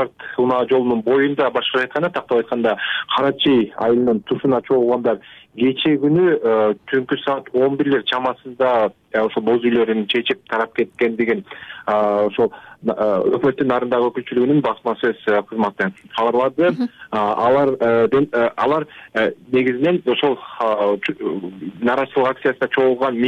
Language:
Kyrgyz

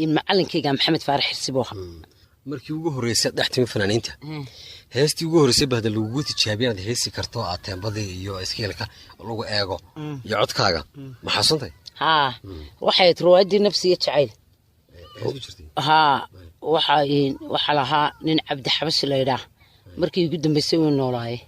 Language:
Somali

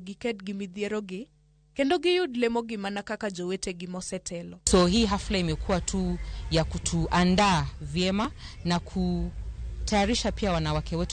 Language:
Luo (Kenya and Tanzania)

